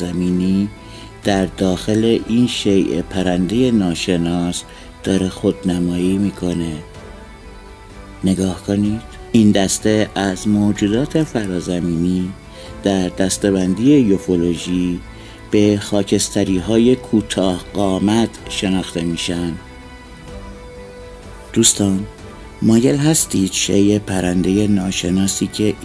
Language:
Persian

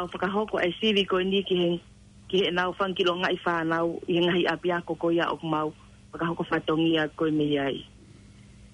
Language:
Tongan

